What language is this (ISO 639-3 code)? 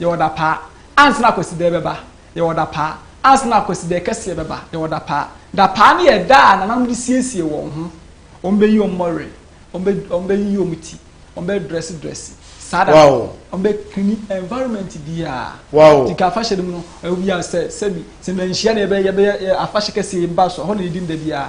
aka